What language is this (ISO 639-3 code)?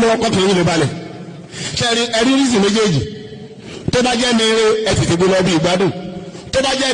yor